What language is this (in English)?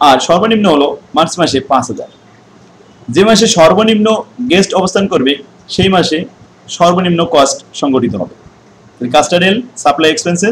Bangla